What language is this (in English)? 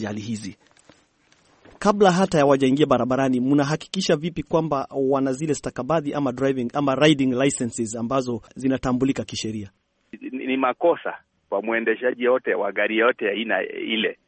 Swahili